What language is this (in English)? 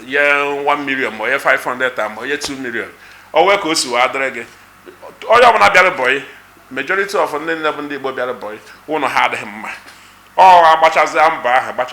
Igbo